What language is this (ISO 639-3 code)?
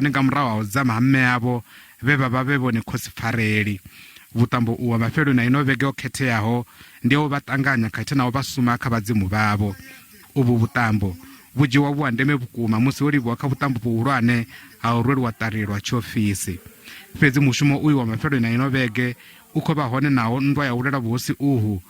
ven